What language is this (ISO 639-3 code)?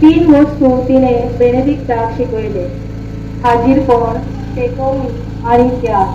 kok